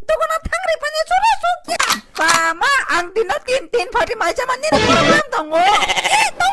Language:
Kok Borok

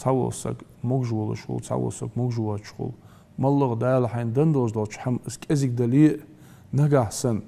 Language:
Ingush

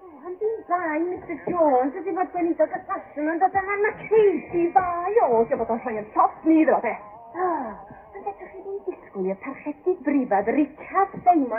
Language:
Welsh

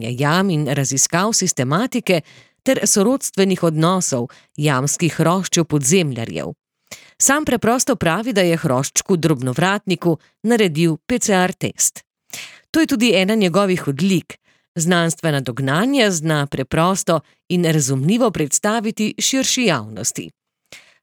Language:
Slovenian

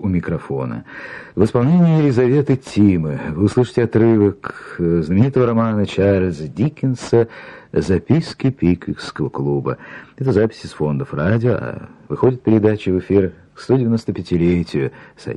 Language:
Russian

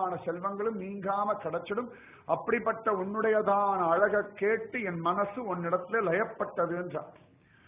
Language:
Tamil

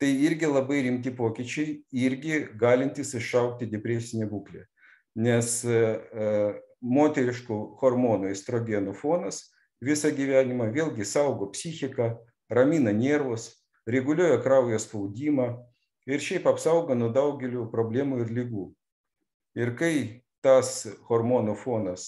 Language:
Lithuanian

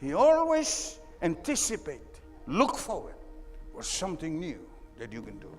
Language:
Samoan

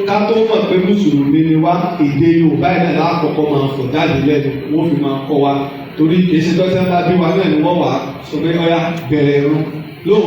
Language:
Yoruba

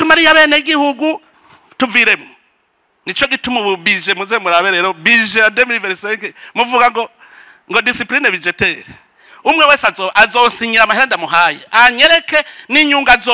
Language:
Rundi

